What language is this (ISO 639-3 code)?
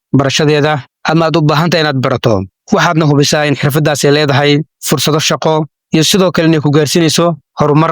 som